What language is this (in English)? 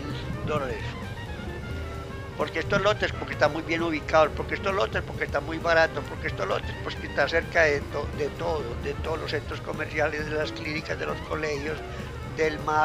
Spanish